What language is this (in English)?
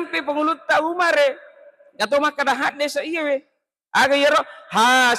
Buginese